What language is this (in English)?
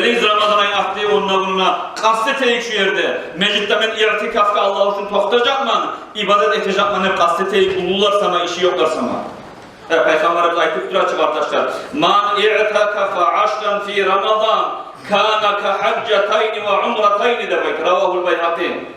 Kumyk